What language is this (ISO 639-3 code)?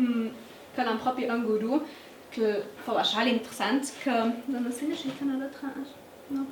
lld